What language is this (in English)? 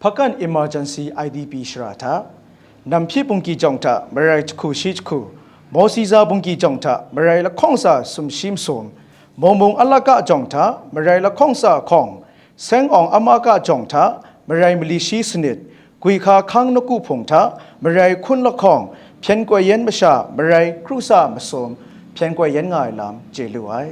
Kachin